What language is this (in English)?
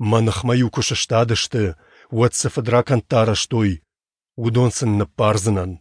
Ossetic